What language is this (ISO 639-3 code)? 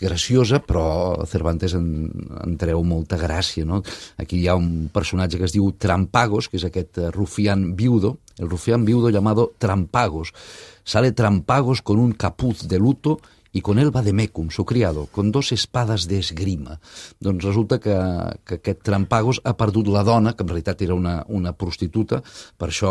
cat